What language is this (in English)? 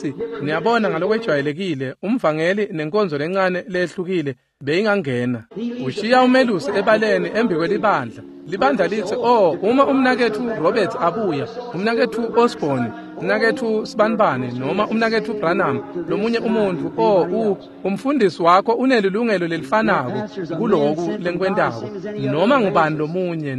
Swati